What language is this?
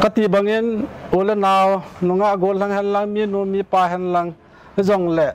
Paite Chin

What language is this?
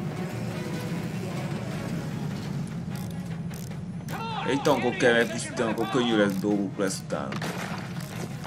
Hungarian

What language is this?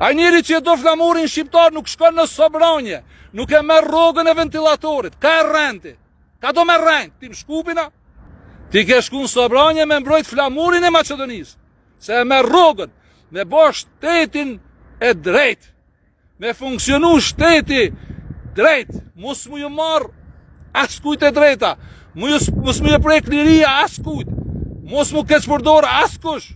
Albanian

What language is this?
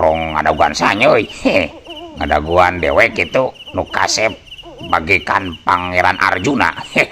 Sundanese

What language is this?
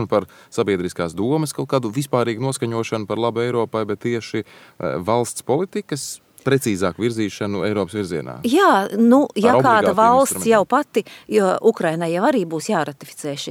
Latvian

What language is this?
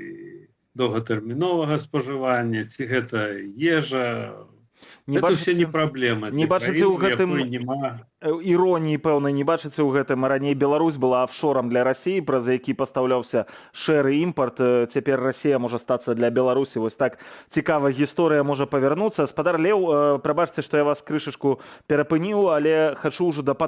Belarusian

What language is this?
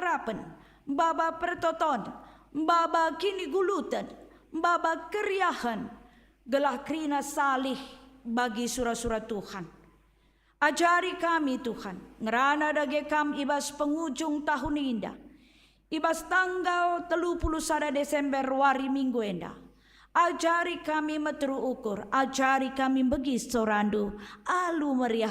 Batak Karo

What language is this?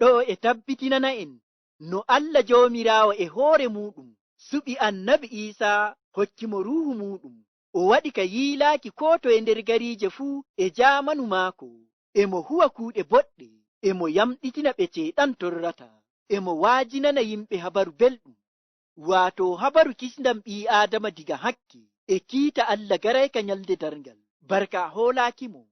Nigerian Fulfulde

